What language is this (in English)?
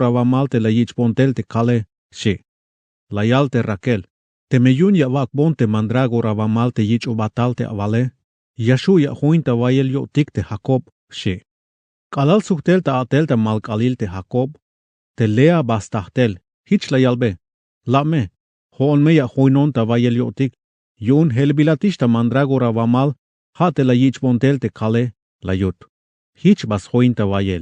Tzeltal